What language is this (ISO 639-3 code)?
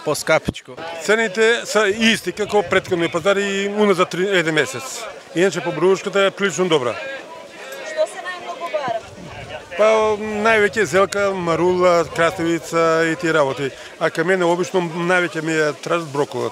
mkd